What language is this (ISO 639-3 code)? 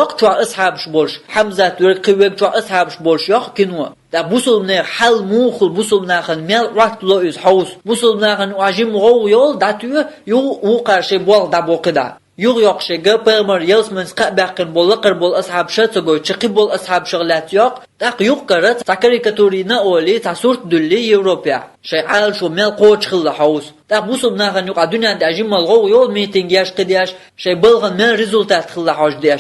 che